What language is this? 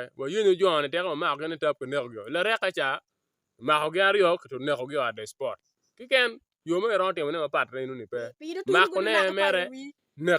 Acoli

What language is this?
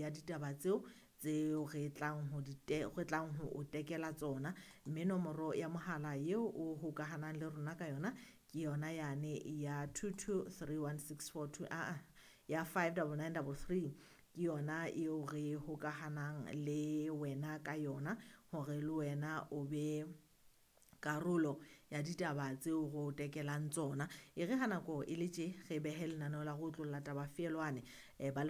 Southern Sotho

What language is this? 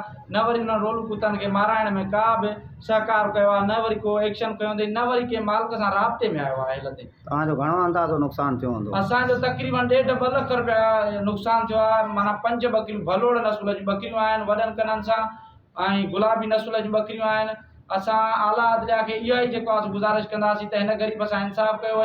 Sindhi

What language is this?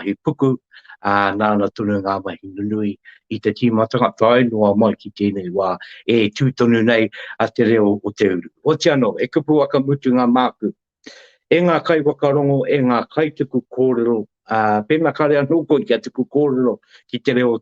Māori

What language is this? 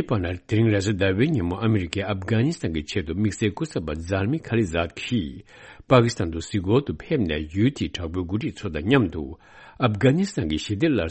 Tibetan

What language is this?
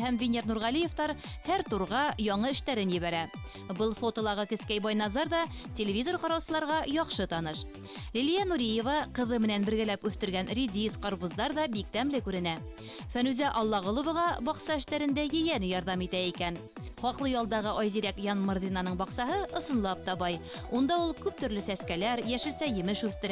Bashkir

